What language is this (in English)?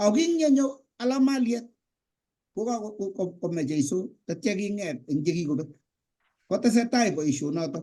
Kalenjin